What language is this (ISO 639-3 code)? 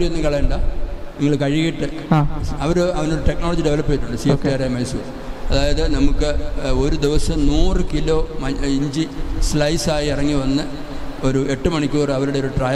mal